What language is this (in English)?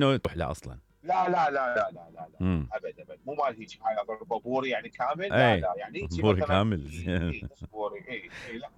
Mesopotamian Arabic